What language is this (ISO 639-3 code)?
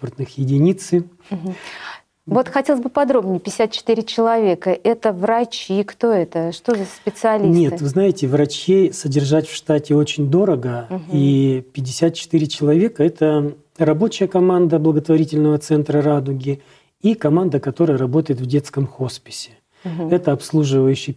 rus